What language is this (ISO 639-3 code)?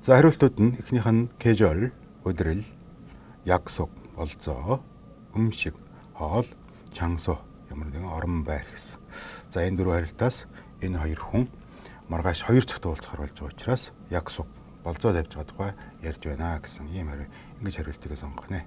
mon